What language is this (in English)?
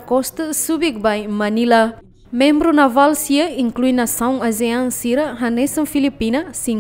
Tetum